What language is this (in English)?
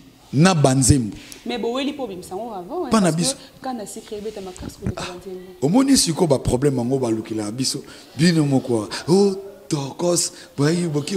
Lingala